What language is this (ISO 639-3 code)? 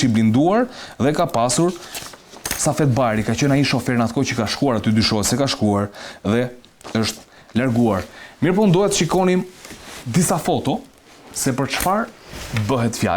sqi